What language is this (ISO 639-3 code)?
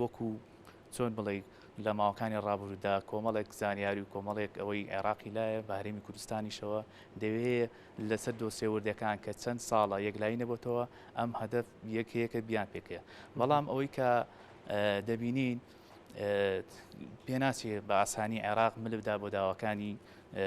ckb